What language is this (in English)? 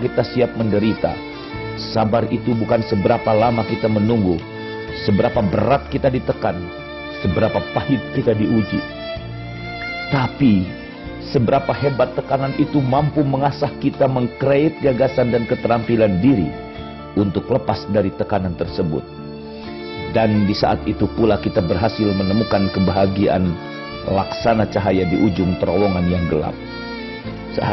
Indonesian